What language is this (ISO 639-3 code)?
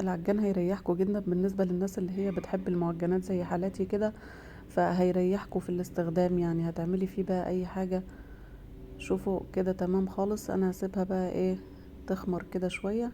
arz